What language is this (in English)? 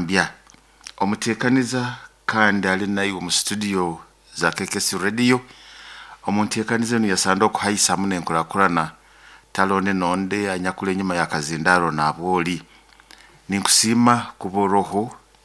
Nyoro